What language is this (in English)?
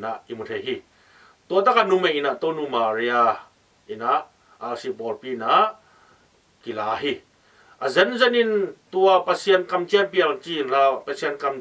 Tedim Chin